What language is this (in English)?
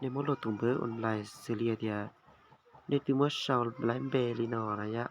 Hmong